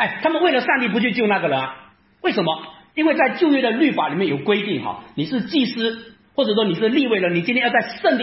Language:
Chinese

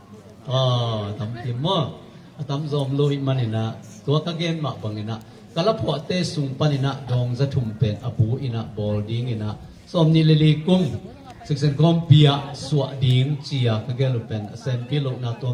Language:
Tedim Chin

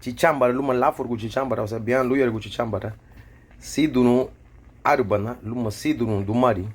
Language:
Garifuna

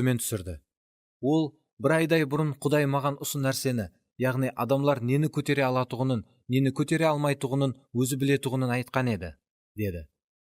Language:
Kara-Kalpak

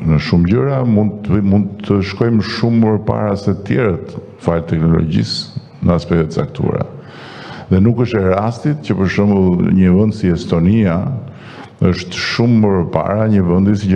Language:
Albanian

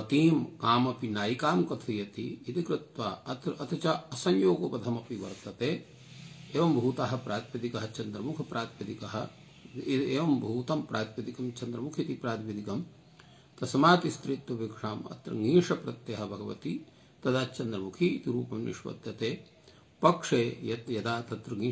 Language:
Sanskrit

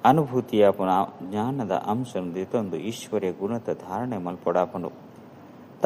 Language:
Tulu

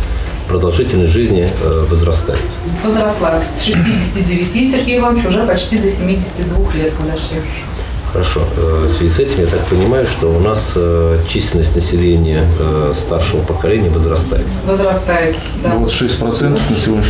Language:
Russian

